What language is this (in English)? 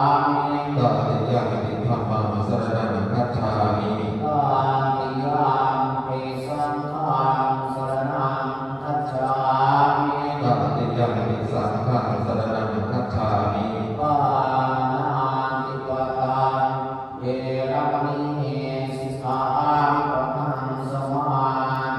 Pali